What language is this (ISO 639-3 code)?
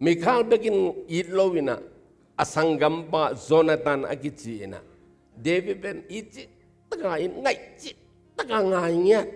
ctd